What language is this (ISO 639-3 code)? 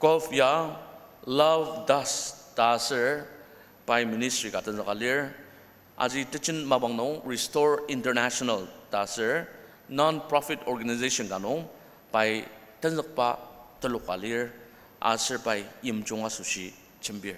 njo